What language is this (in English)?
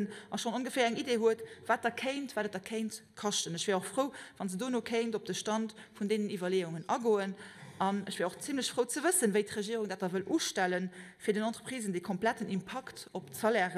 Luxembourgish